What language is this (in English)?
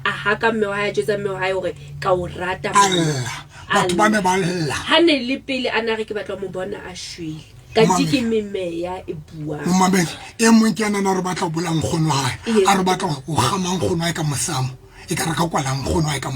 Southern Sotho